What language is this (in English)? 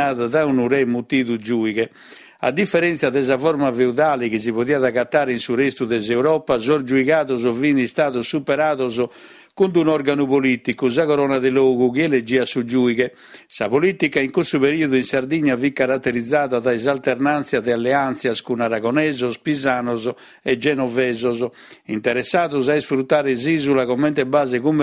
Sardinian